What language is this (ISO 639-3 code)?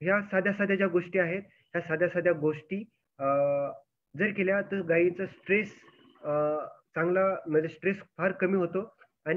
mar